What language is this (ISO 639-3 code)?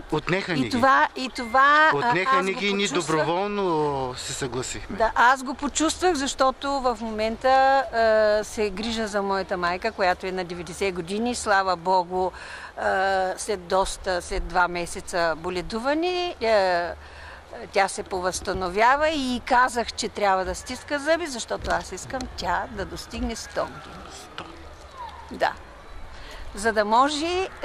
bul